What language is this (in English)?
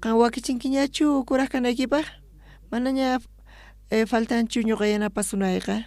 South Bolivian Quechua